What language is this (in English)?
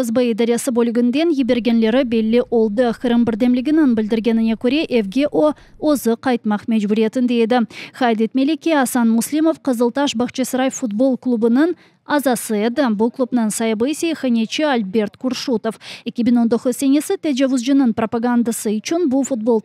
Crimean Tatar